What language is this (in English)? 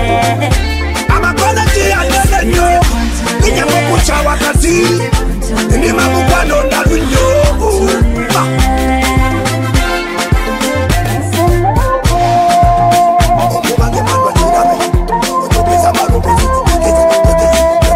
Ganda